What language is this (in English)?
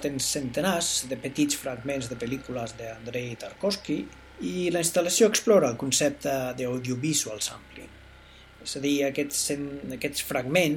Catalan